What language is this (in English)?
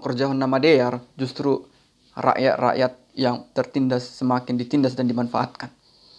Batak Simalungun